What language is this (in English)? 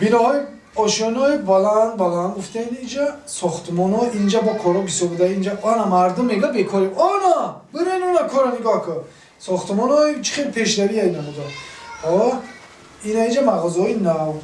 Tajik